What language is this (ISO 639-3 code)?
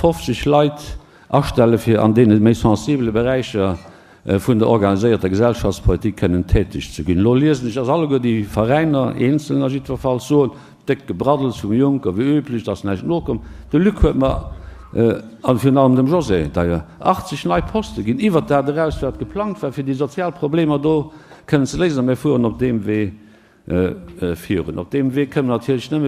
ltz